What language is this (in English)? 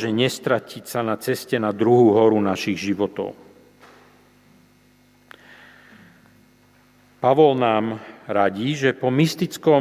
Slovak